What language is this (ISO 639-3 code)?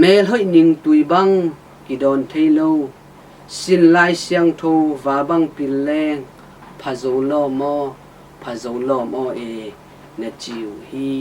ctd